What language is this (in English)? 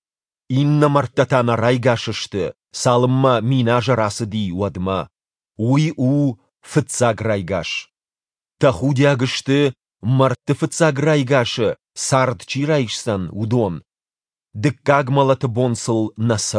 Ossetic